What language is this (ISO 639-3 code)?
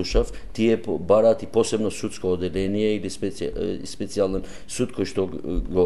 mkd